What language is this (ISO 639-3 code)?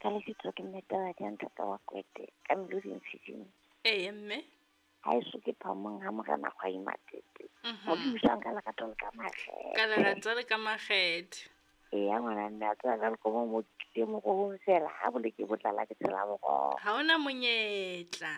sot